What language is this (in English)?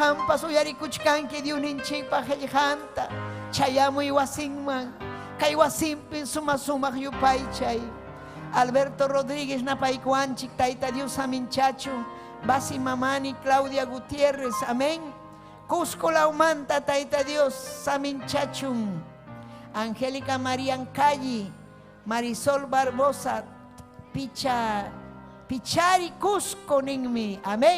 Ayacucho Quechua